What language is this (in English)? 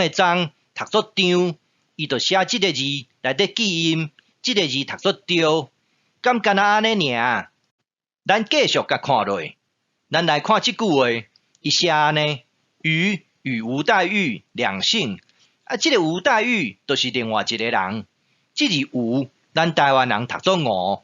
Min Nan Chinese